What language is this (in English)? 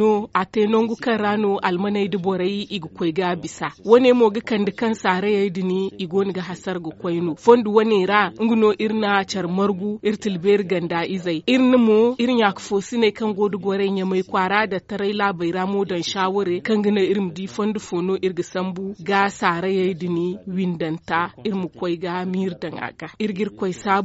Zarma